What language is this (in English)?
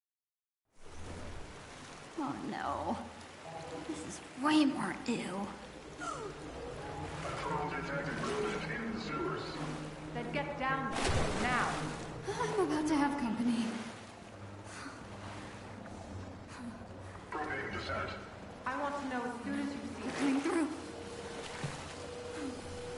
English